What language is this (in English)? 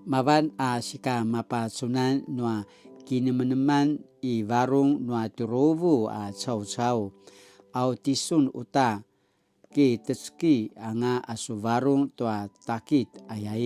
Paiwan